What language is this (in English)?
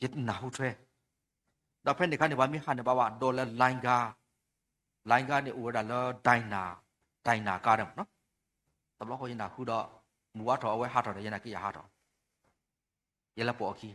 S'gaw Karen